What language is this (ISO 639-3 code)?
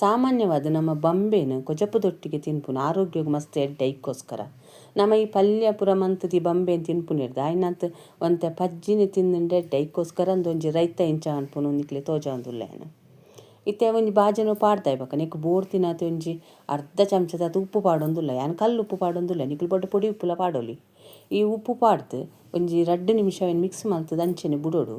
tcy